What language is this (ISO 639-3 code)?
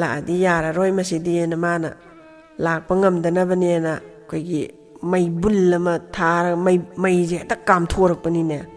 mni